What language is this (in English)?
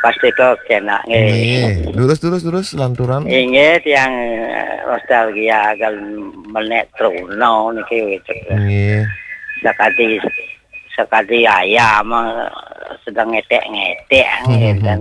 Balinese